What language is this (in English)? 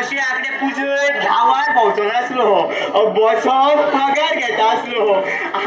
Konkani